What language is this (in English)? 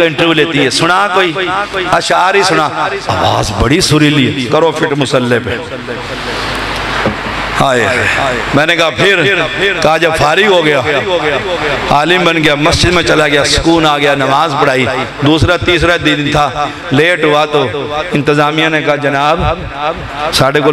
Urdu